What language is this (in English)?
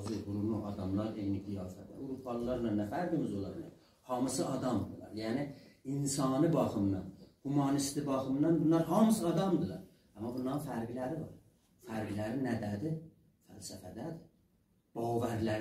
South Azerbaijani